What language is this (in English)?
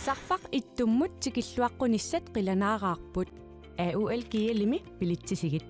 Kalaallisut